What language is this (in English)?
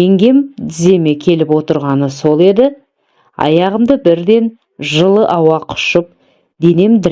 Kazakh